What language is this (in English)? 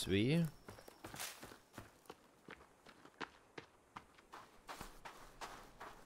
German